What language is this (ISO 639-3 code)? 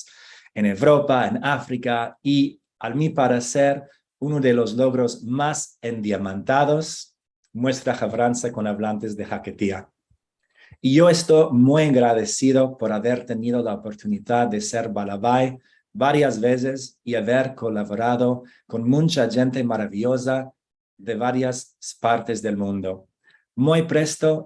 lad